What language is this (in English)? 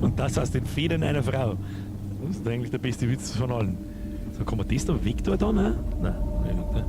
Bavarian